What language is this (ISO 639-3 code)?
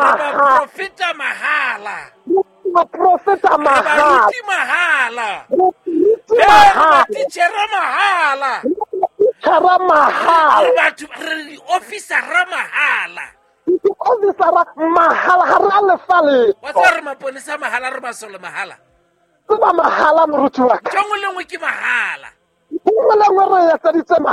sot